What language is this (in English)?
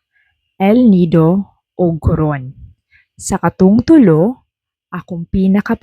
Cebuano